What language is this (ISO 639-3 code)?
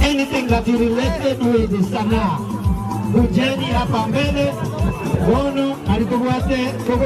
guz